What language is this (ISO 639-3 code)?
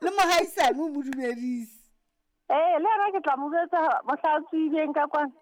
sot